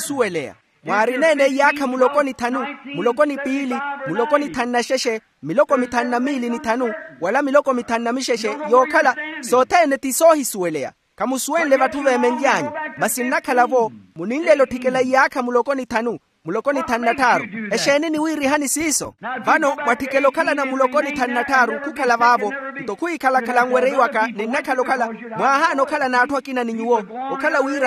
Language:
Makhuwa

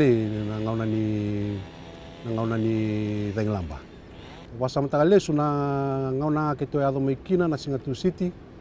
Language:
Fijian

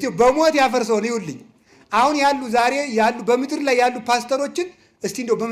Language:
Amharic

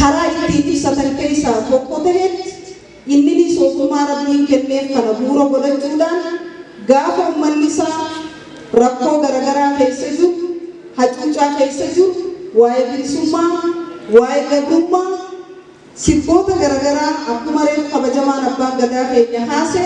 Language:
Oromo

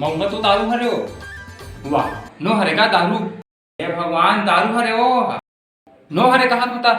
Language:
Chhattisgarhi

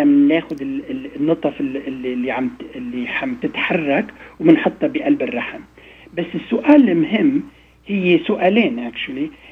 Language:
North Levantine Arabic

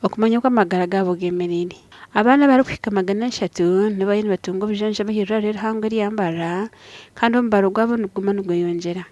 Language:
Nyankole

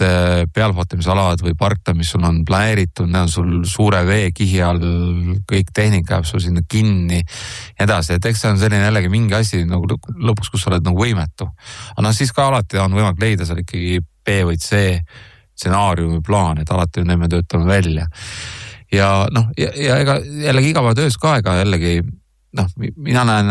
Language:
Estonian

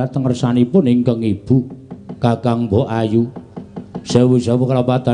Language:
Javanese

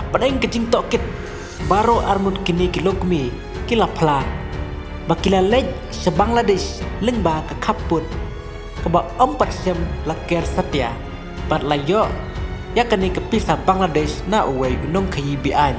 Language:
Khasi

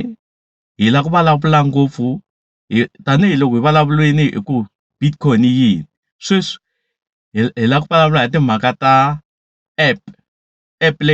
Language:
Tsonga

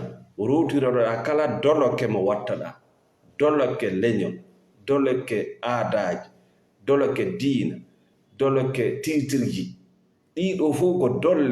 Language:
Fula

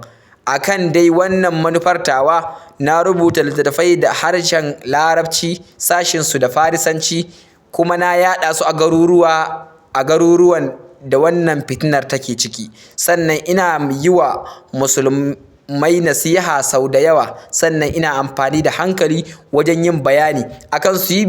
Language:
Hausa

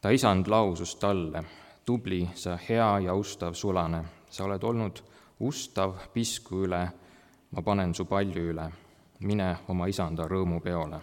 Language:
Estonian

